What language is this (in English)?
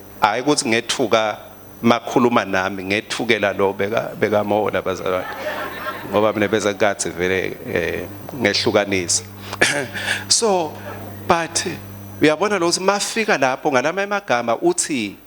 Swati